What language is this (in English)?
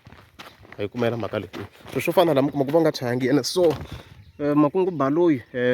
Tsonga